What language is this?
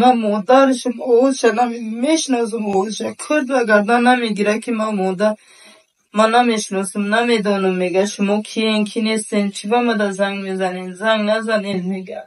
Tajik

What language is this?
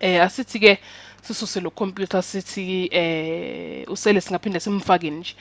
Zulu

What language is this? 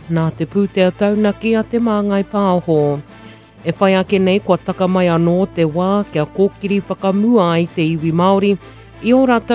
Māori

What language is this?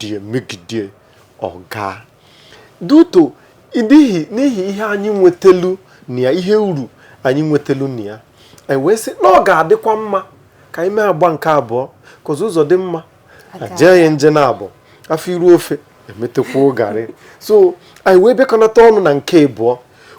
Igbo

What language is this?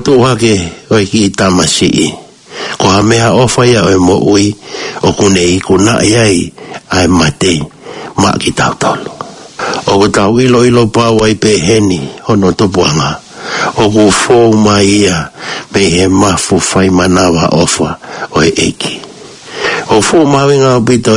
Tongan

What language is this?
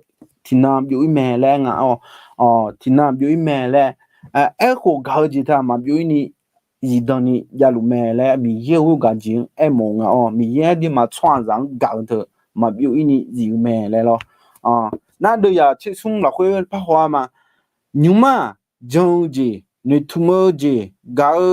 Akha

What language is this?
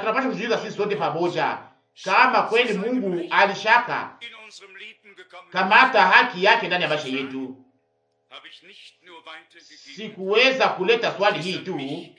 Swahili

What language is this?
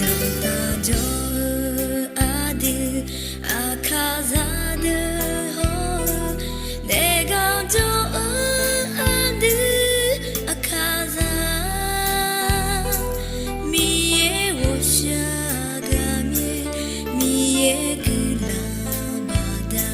Akha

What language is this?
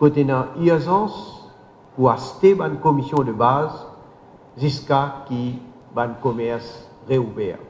Morisyen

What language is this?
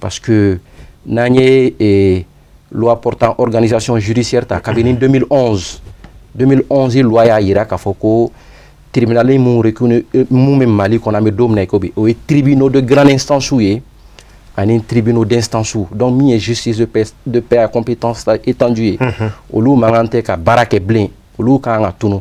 Bambara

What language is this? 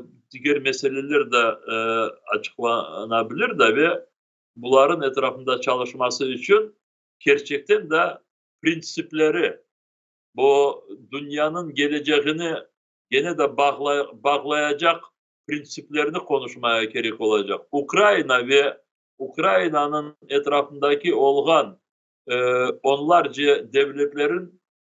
Crimean Tatar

